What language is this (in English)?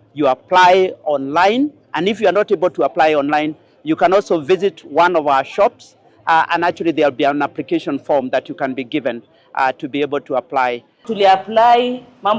Kikuyu